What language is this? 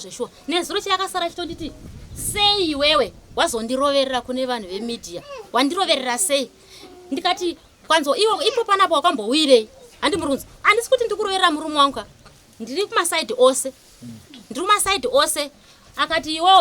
Shona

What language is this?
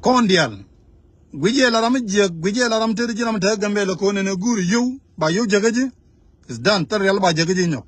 Nuer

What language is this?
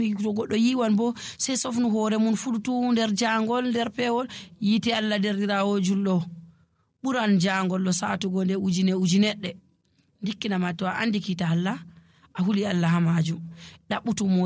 Nigerian Fulfulde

